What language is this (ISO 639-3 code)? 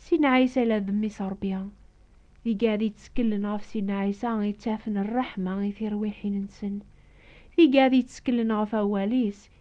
kab